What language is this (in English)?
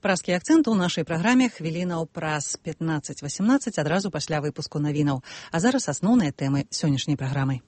Belarusian